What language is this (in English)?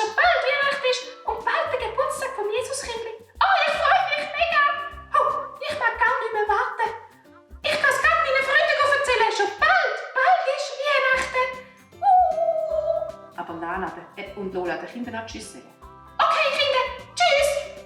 Swiss German